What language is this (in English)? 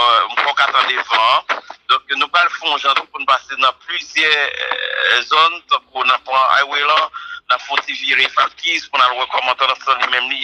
Haitian Creole